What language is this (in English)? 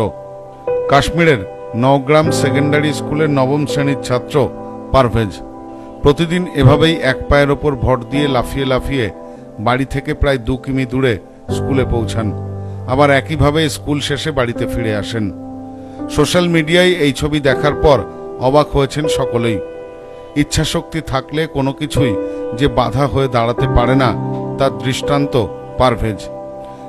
Bangla